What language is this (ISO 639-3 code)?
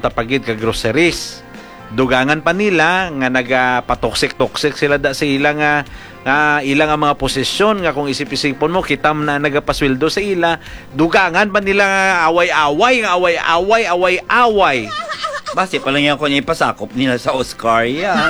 hil